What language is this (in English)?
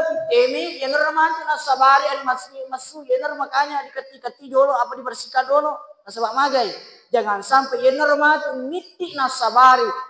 Buginese